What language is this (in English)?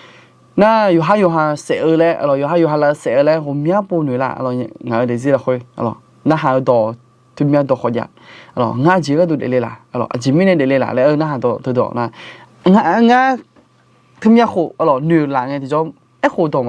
Akha